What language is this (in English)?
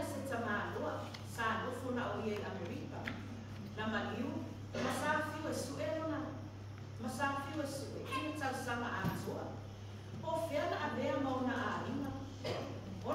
Samoan